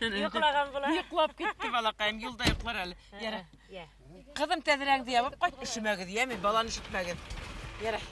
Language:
Bashkir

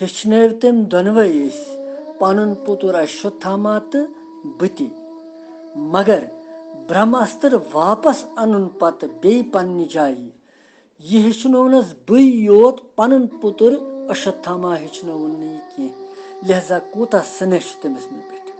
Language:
Kashmiri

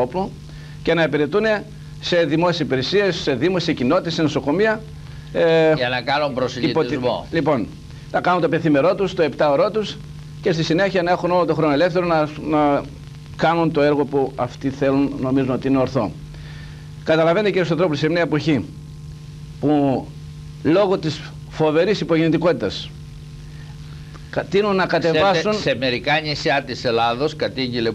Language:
Greek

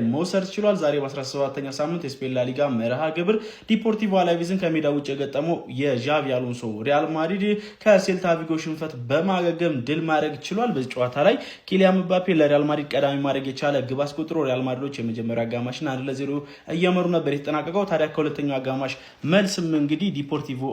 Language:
Amharic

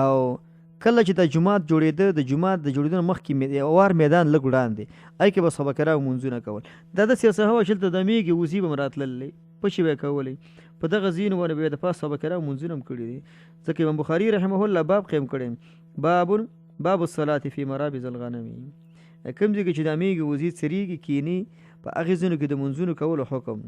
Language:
Pashto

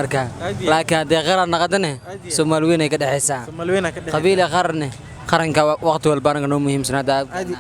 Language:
Somali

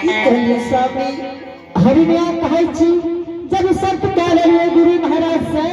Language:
Angika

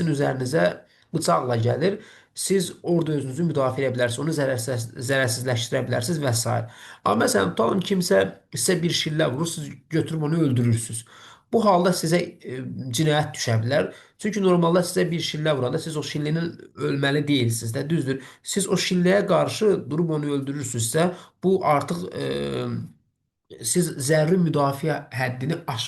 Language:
Azerbaijani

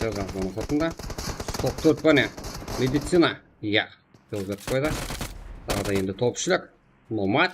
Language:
Kara-Kalpak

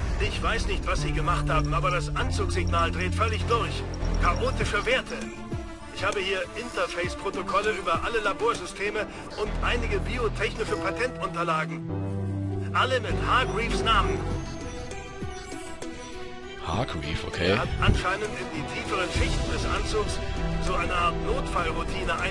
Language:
German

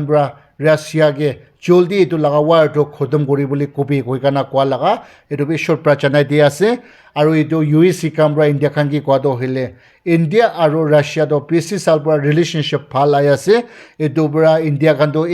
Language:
Naga Pidgin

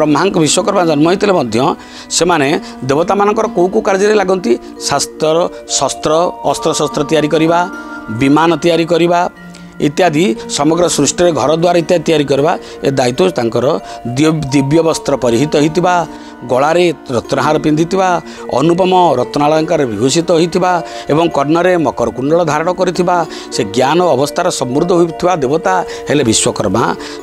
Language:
Odia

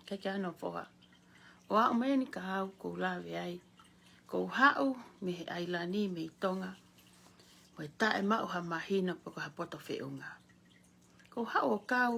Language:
Tongan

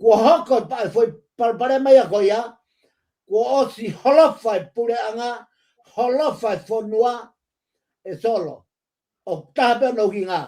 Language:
Tongan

